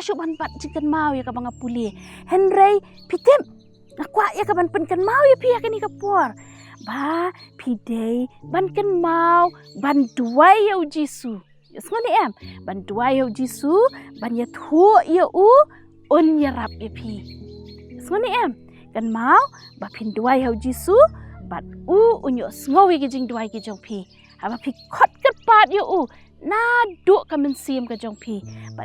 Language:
Khasi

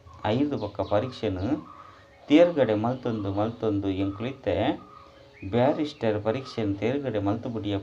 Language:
Tulu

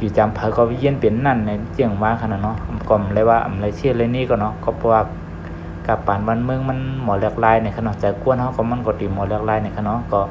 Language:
Shan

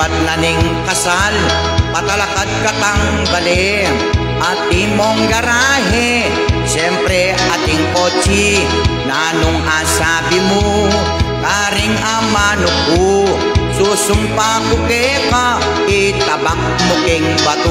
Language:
Pampanga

